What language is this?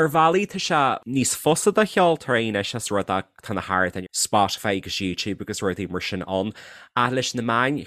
Irish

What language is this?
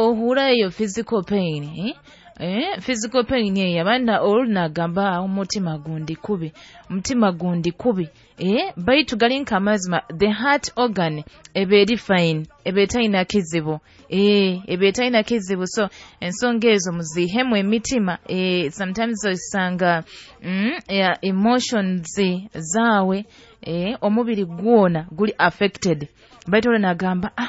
Nyoro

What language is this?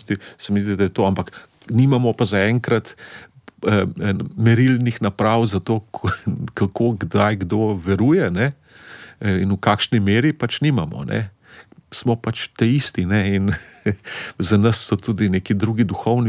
Slovenian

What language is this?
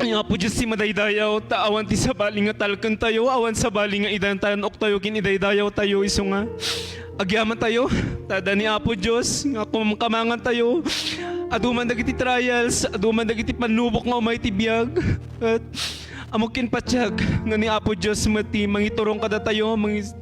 Iloko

